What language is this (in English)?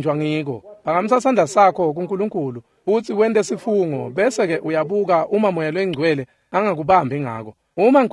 Swati